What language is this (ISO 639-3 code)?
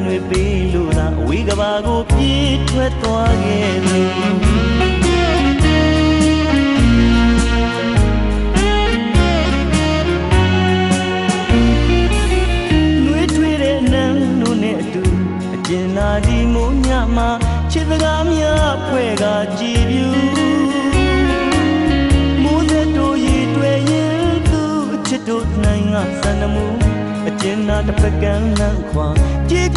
mya